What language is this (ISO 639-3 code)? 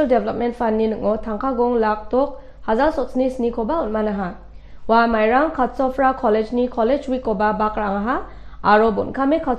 grt